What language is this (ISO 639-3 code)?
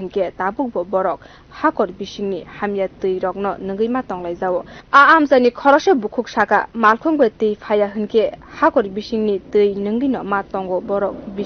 trp